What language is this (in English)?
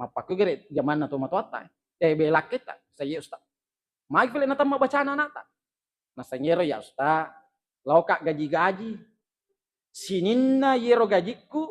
Buginese